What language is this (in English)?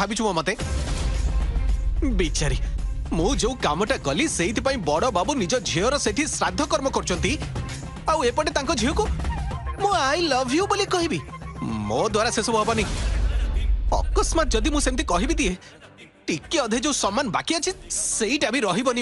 Odia